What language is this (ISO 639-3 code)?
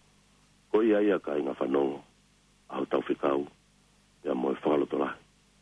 ton